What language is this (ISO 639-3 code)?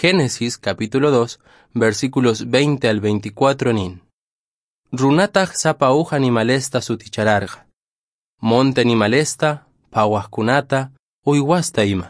que